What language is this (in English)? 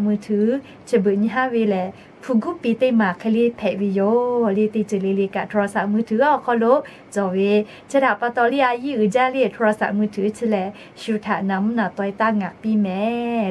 Lahu